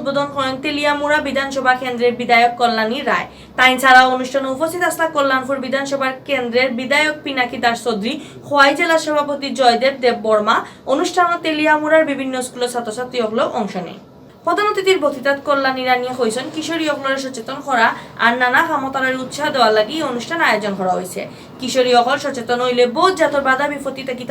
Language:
Sylheti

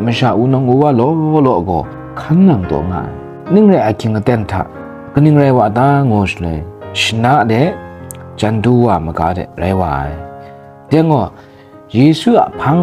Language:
Kachin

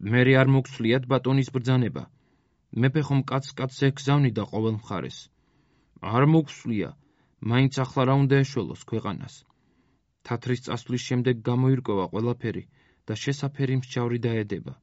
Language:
Georgian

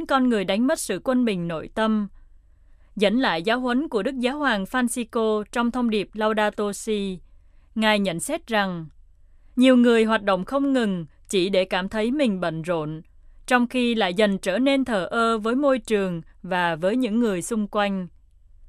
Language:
Vietnamese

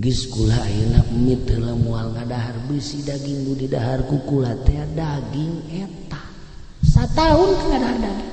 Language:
Sundanese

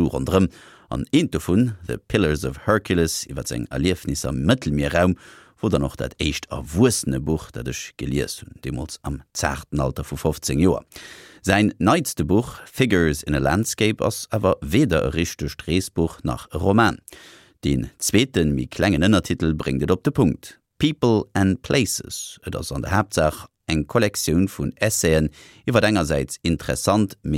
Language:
Luxembourgish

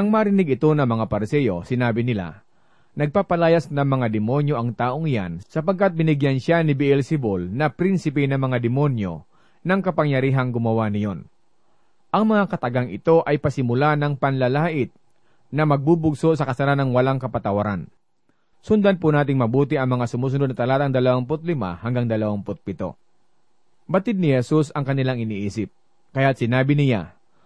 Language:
Filipino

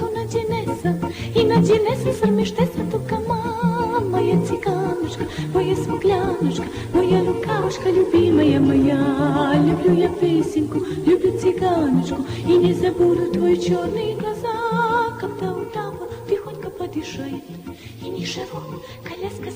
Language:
Serbian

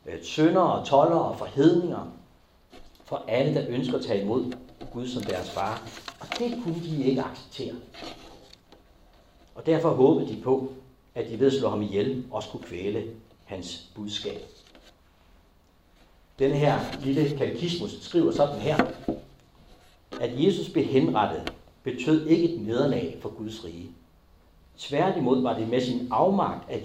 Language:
Danish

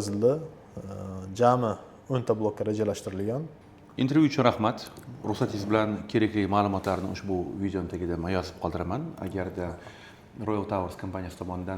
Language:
Uzbek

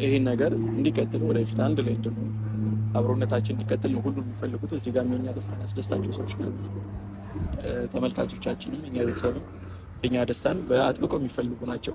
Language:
Amharic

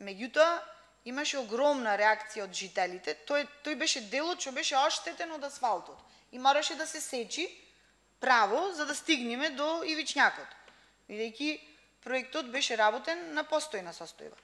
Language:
Macedonian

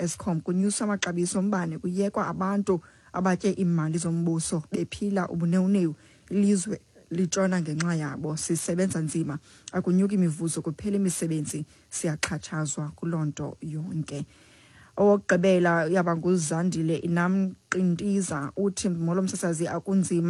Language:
Xhosa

